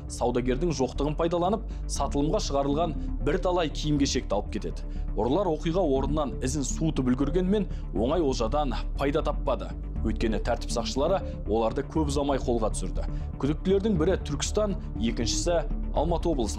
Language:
Kazakh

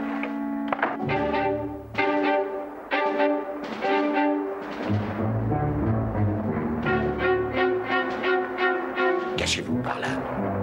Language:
French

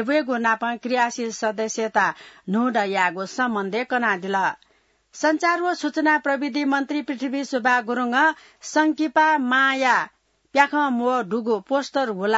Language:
Newari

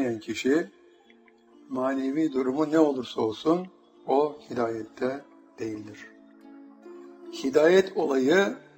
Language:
Turkish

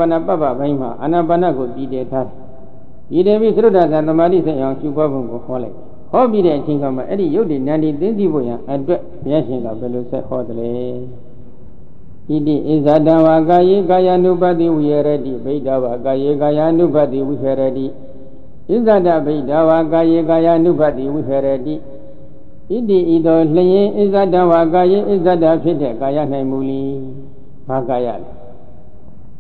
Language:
Burmese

